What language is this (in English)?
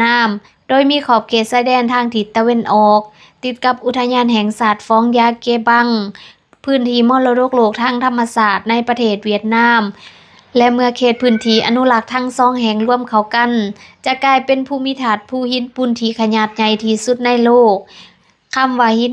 Lao